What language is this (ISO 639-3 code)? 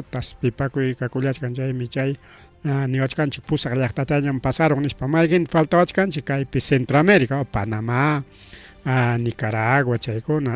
quy